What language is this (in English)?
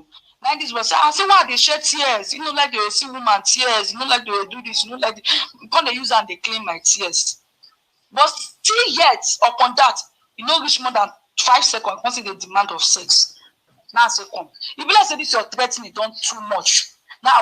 Nigerian Pidgin